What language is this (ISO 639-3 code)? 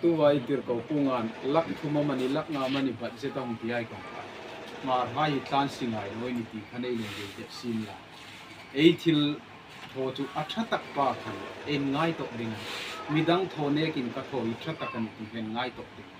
hmr